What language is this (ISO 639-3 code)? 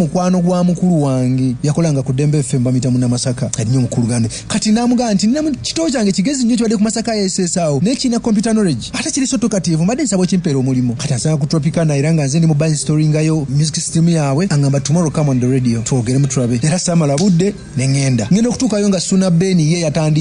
lug